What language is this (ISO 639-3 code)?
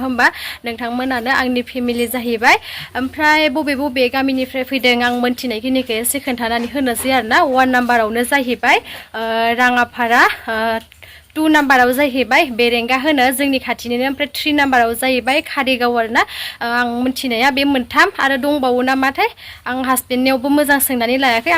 brx